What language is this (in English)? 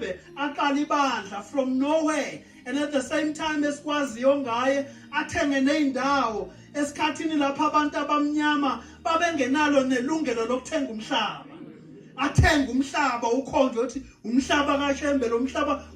Zulu